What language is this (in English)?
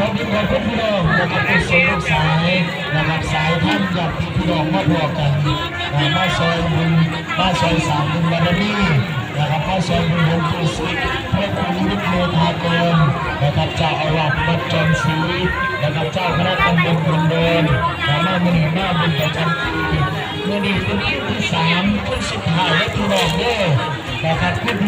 Northeastern Thai